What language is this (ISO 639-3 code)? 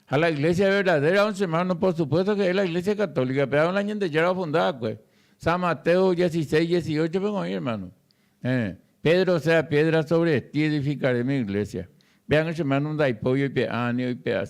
grn